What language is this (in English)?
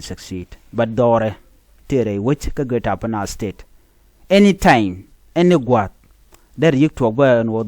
Nuer